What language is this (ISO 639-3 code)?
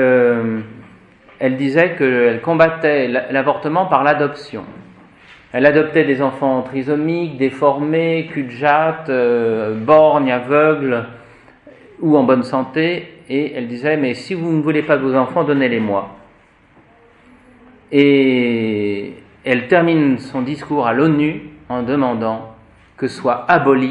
fra